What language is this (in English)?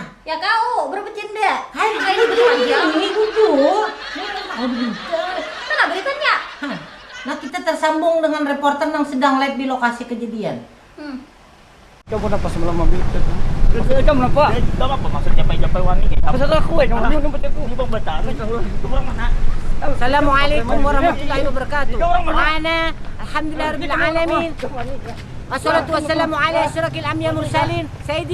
Banjar